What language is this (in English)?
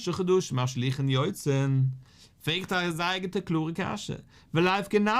Yiddish